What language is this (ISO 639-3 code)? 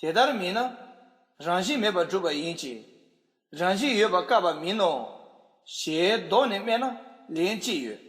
bod